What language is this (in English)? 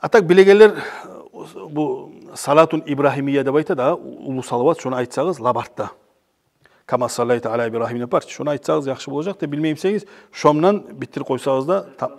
Kumyk